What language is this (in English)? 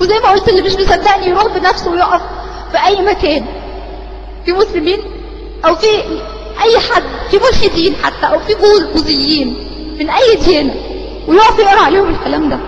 Egyptian Arabic